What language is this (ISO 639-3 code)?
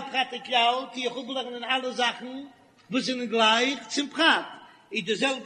yid